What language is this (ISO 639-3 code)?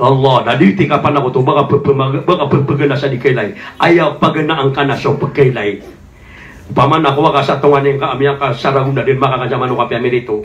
mrw